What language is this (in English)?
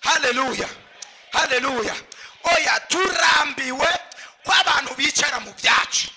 Rundi